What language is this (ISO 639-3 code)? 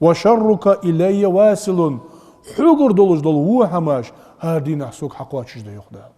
inh